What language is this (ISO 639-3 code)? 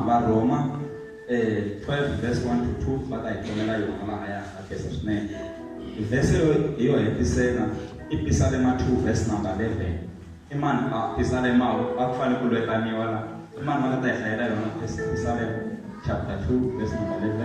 tso